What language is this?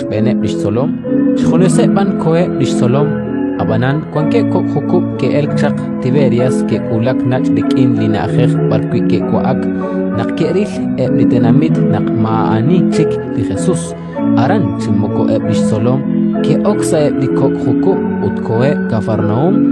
Kekchí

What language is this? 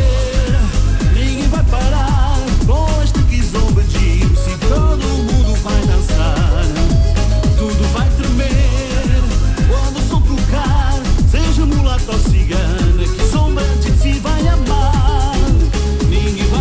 Portuguese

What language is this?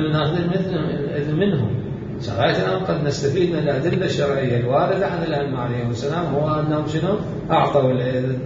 Mesopotamian Arabic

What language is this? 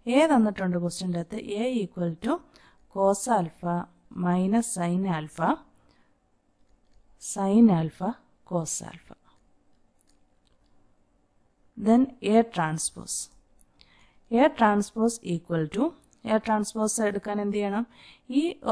Malayalam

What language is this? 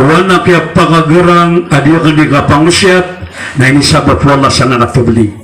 Maranao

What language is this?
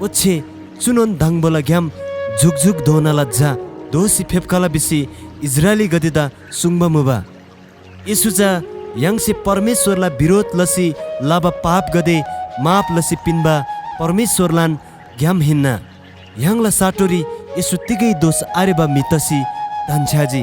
Eastern Tamang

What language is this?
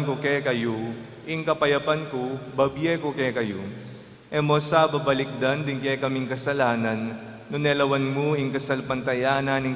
Pampanga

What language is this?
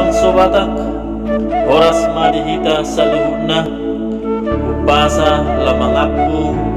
Batak Toba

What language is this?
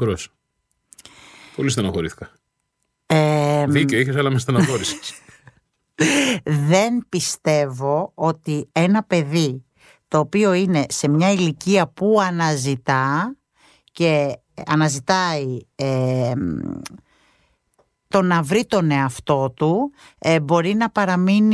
Greek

